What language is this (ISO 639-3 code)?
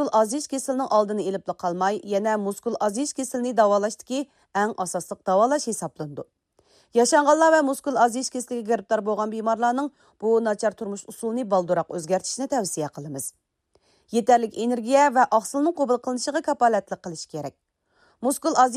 uig